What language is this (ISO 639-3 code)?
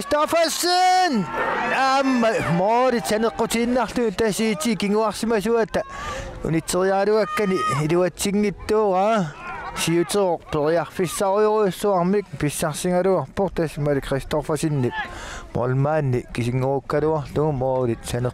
kal